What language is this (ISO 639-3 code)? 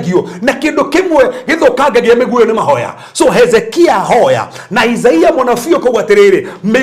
kik